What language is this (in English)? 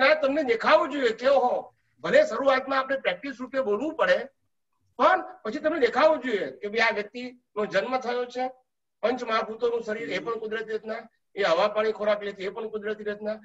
Gujarati